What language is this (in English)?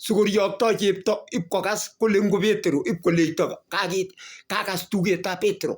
Kalenjin